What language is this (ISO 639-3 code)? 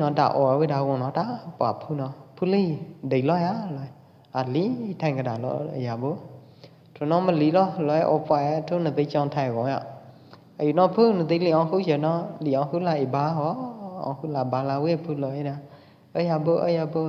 kjp